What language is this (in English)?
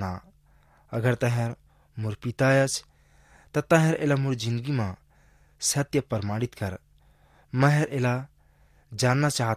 Chhattisgarhi